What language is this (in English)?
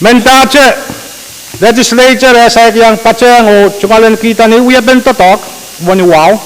Pohnpeian